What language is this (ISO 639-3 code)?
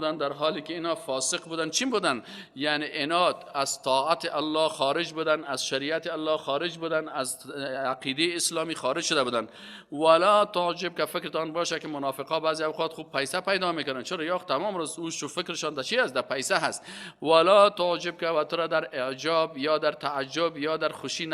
fas